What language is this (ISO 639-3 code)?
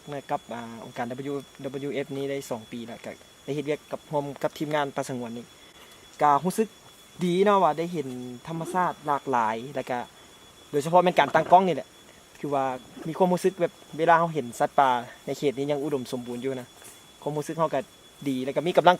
lao